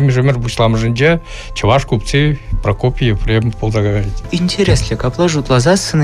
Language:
Chuvash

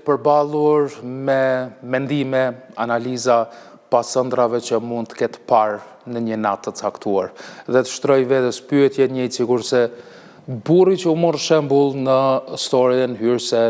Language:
Albanian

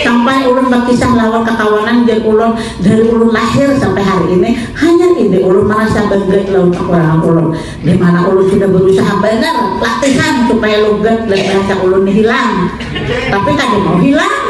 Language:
Banjar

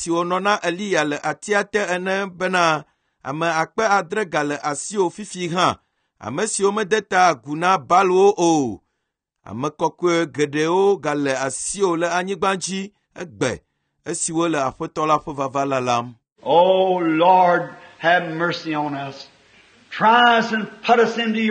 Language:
Ewe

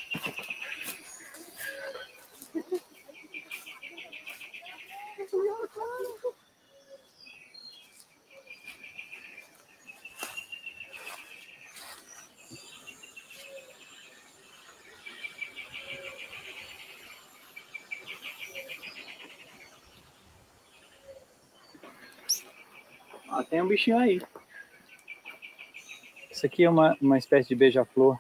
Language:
Portuguese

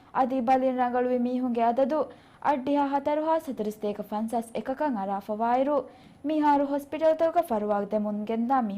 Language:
Divehi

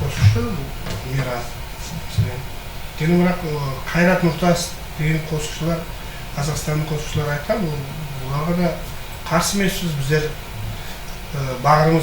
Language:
Kara-Kalpak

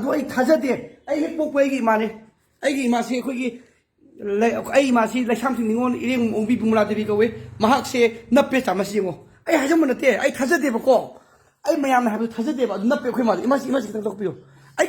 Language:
Manipuri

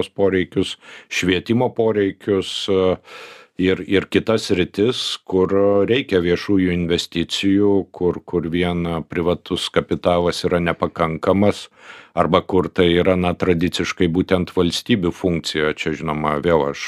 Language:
Lithuanian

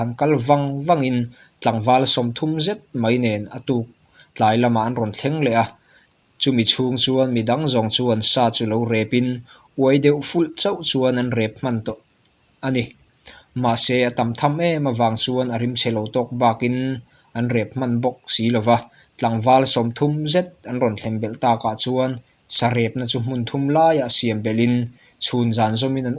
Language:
Mizo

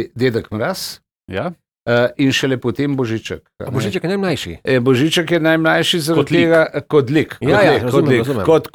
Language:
Slovenian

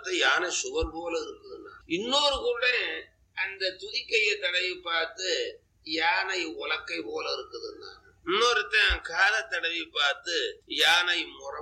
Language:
Tamil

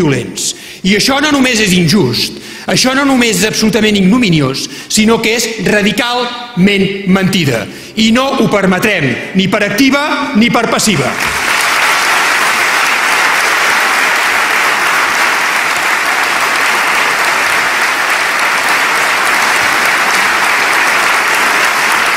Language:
Catalan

